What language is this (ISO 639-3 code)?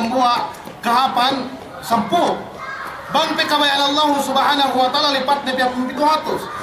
yka